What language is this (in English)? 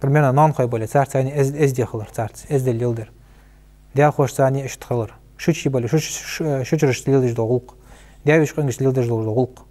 Ingush